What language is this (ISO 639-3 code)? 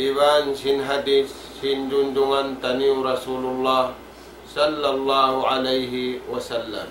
tsg